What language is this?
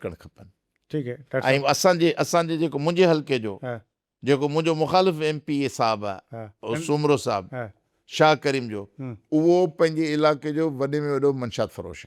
Sindhi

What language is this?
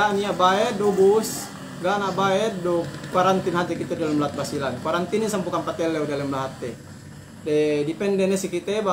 Yakan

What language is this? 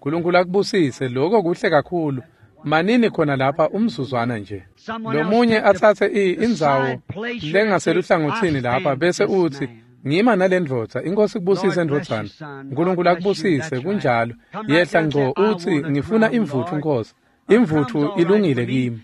Swati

